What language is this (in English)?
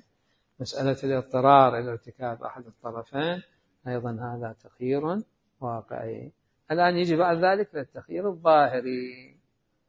Arabic